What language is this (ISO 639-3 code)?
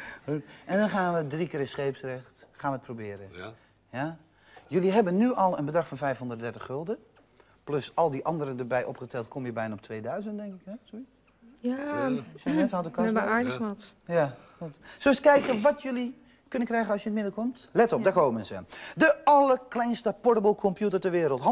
nld